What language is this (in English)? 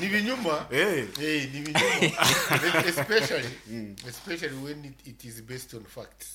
Nyankole